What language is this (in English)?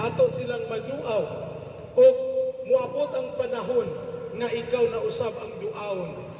Cebuano